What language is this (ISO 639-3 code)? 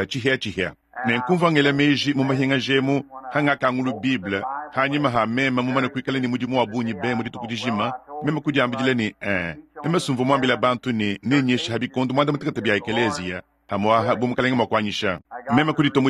lua